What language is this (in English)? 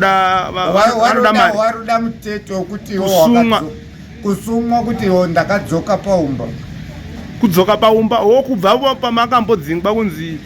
Shona